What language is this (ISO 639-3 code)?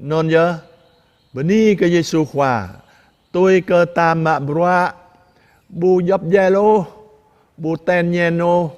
jra